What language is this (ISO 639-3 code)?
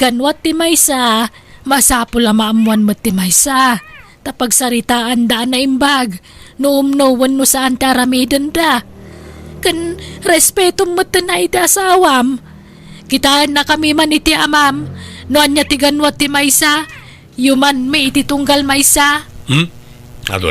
ilo